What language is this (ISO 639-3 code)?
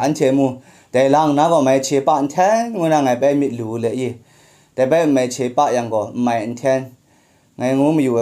kac